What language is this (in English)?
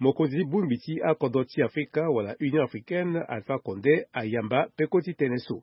Sango